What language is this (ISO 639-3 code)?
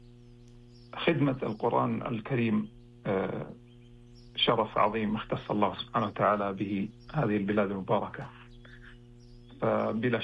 ara